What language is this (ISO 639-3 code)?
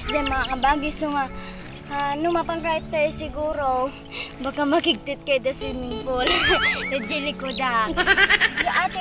ilo